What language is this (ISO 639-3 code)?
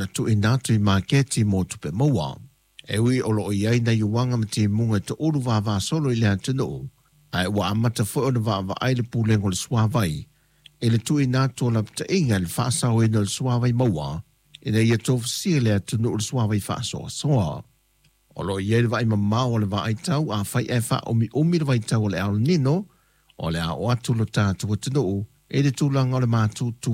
smo